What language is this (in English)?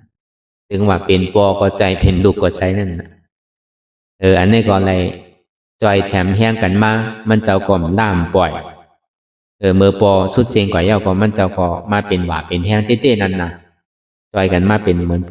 Shan